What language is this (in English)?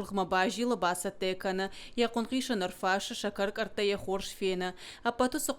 Ossetic